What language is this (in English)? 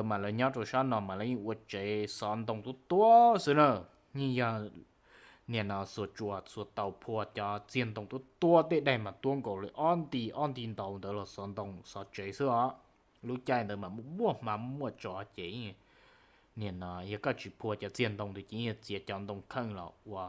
Hmong